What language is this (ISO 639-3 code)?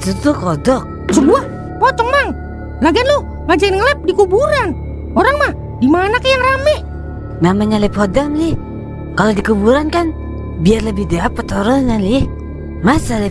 bew